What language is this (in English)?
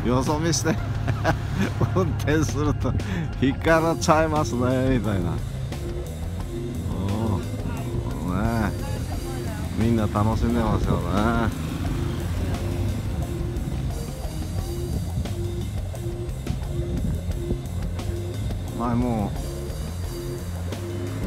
Japanese